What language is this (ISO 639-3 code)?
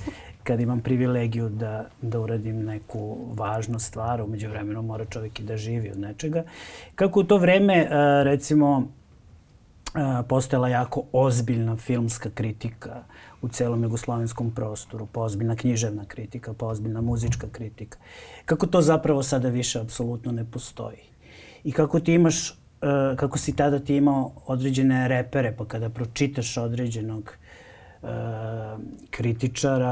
srp